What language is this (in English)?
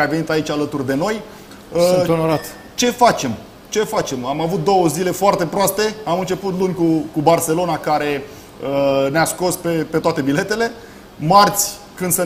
Romanian